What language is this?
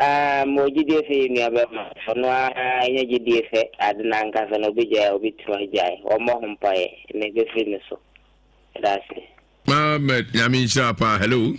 Akan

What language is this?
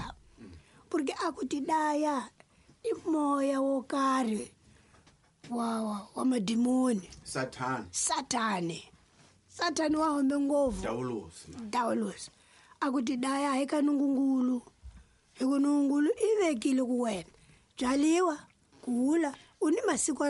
Tsonga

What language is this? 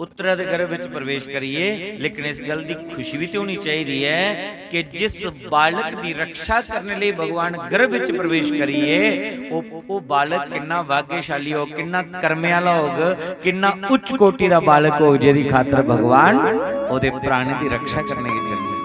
Dogri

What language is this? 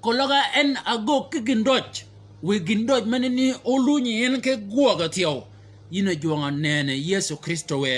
Shilluk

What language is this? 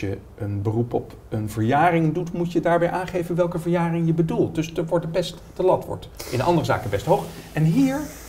Dutch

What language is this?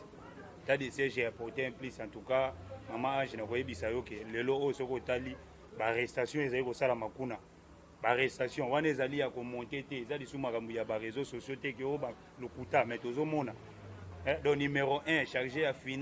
Lingala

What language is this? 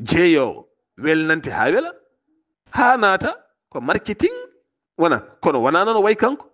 Fula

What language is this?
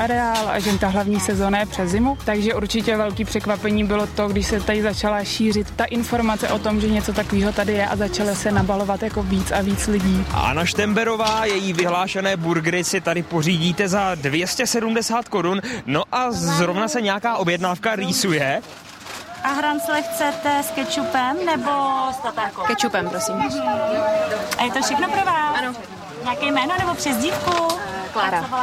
Czech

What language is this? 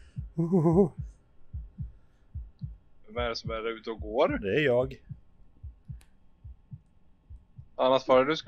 Swedish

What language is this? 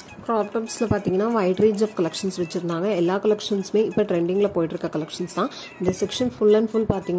Tamil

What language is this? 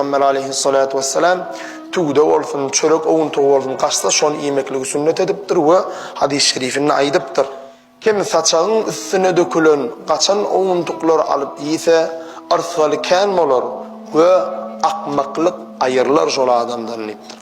Turkmen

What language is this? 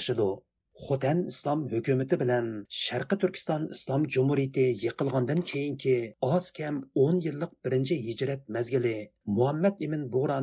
Uyghur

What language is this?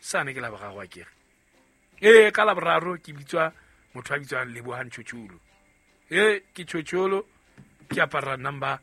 Southern Sotho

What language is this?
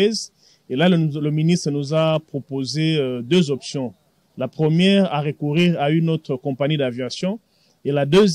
French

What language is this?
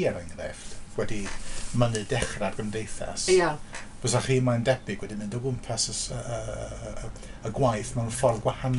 Welsh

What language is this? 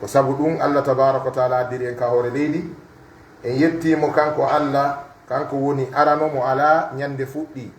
Pular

